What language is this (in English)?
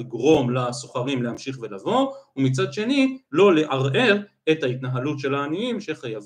Hebrew